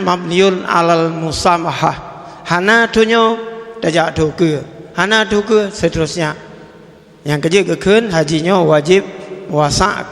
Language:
Achinese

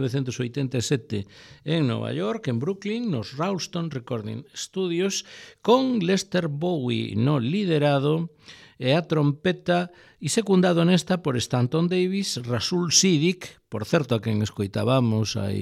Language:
Galician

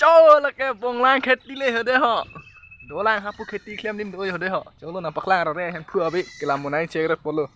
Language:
Karbi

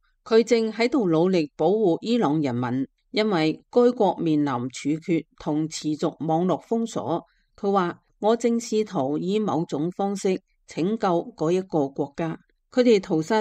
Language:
Cantonese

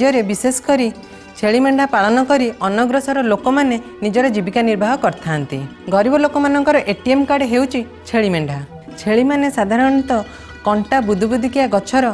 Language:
Odia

